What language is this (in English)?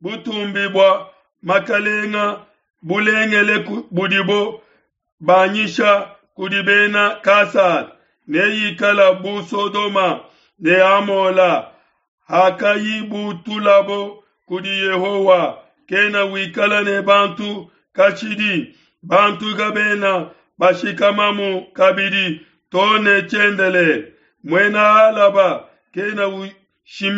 Luba-Lulua